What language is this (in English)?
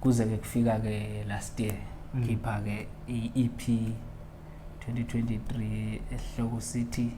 Zulu